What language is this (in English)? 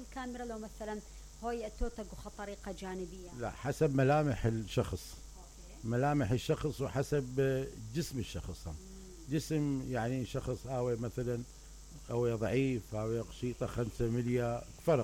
Mesopotamian Arabic